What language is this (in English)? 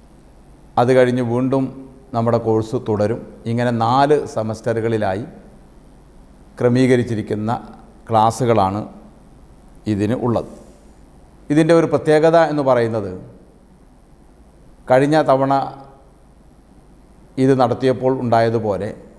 Malayalam